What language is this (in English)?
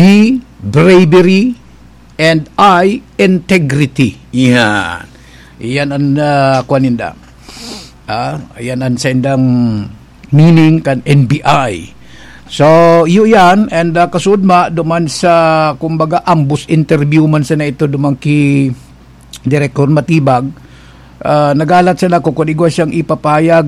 Bikol